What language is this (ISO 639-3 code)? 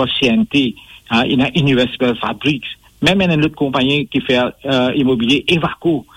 mfe